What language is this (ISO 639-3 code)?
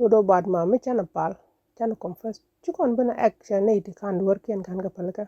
nus